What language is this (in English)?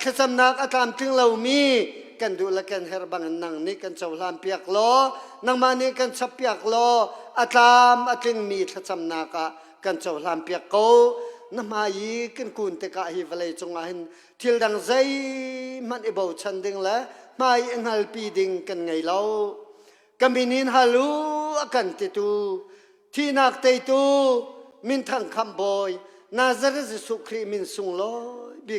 Hakha Chin